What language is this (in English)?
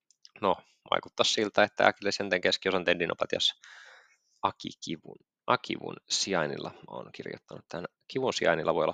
Finnish